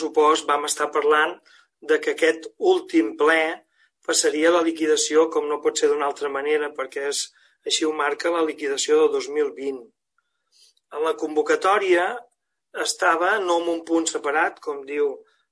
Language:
Catalan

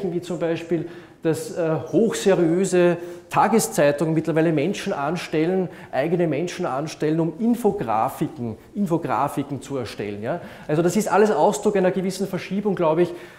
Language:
German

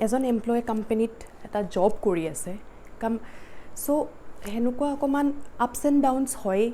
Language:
Assamese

